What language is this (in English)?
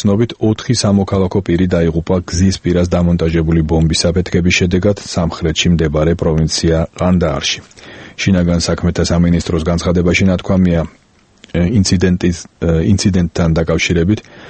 Georgian